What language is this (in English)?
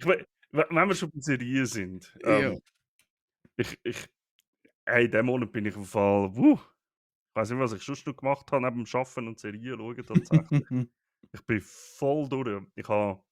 Swiss German